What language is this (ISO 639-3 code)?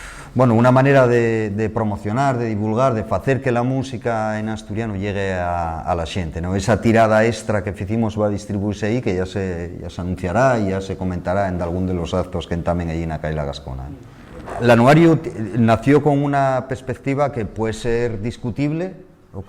ast